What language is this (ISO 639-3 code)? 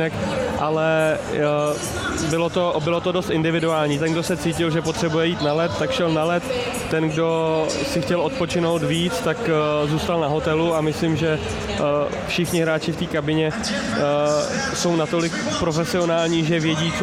ces